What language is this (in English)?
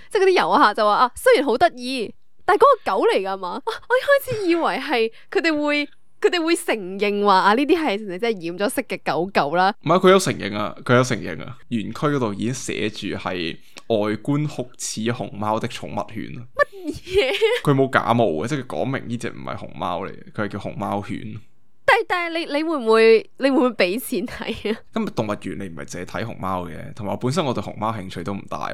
Cantonese